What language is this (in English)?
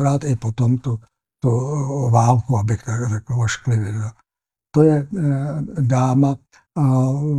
Czech